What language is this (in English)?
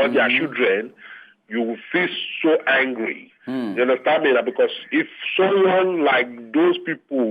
Nigerian Pidgin